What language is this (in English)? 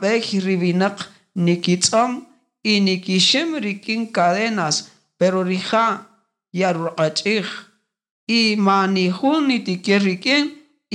Kaqchikel